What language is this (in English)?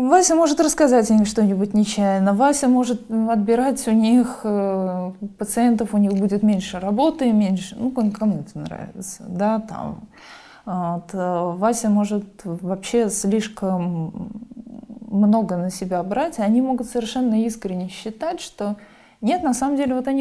Russian